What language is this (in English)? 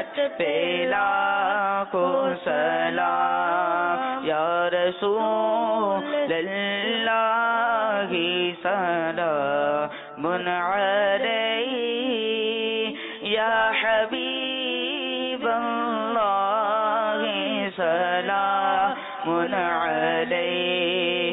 Urdu